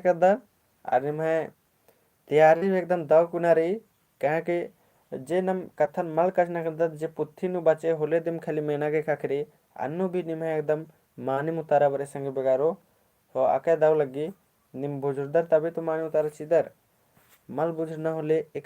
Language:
Kurukh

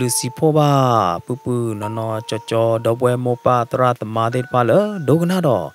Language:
S'gaw Karen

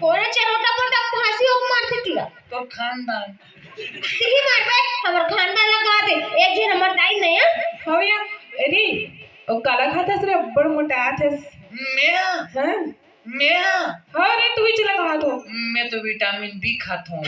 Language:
Chhattisgarhi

